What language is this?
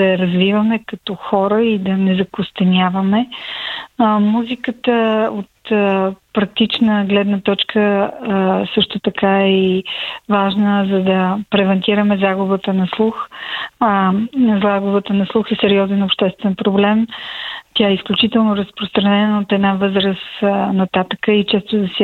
Bulgarian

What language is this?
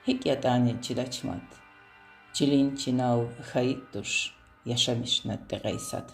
Lezghian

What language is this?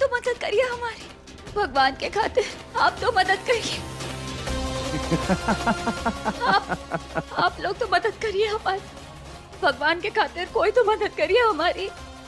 Hindi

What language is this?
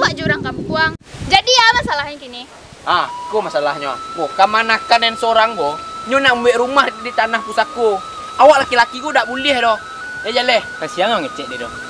Minangkabau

